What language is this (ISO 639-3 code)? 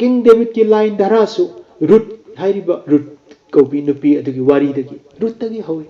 mni